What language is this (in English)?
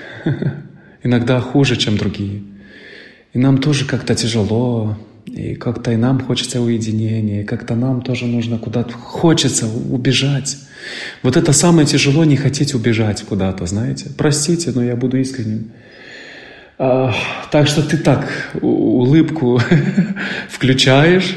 Russian